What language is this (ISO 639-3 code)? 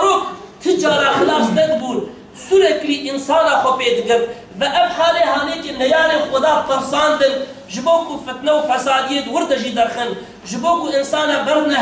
kur